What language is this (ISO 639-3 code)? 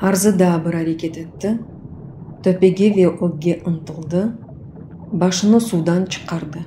crh